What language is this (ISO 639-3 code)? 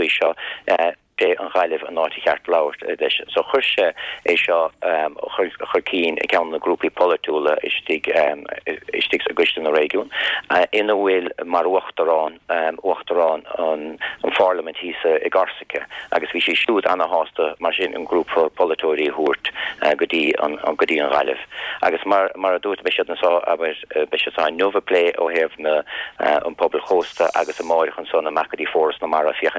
gle